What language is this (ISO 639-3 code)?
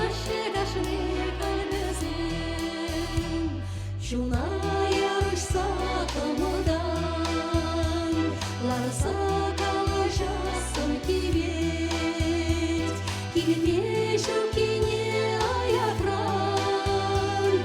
chv